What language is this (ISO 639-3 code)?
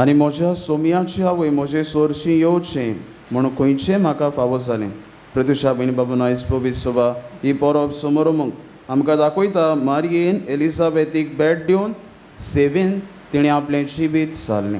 kok